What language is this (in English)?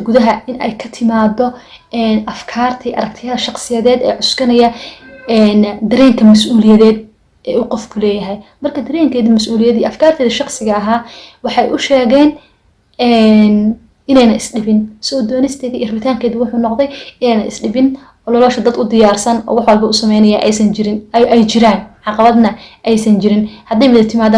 Somali